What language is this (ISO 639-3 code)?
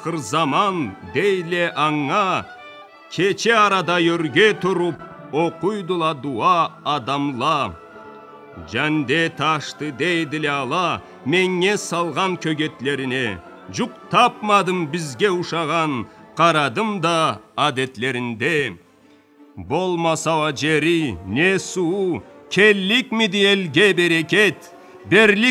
krc